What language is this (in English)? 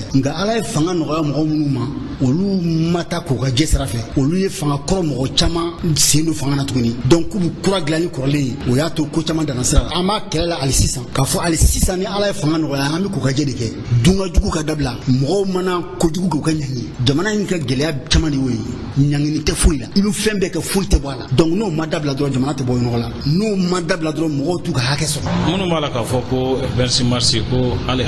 Bambara